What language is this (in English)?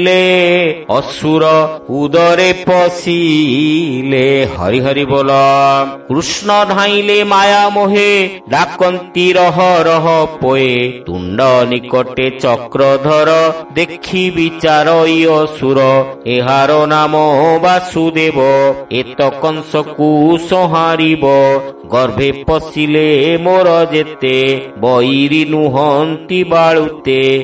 Odia